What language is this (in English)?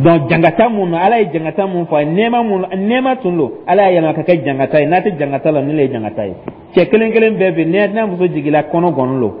Dyula